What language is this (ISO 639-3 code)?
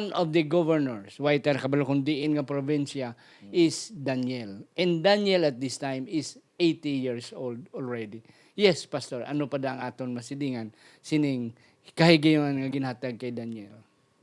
hil